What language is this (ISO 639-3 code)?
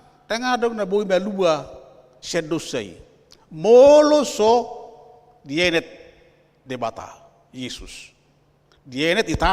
bbc